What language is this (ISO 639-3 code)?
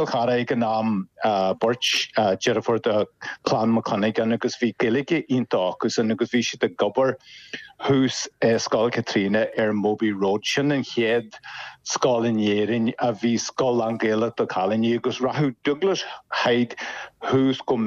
gle